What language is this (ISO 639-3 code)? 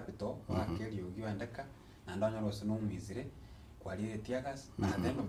guz